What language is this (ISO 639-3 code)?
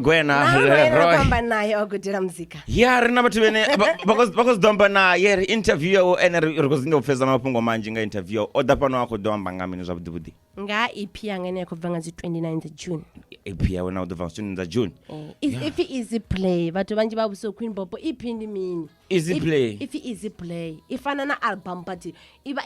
ven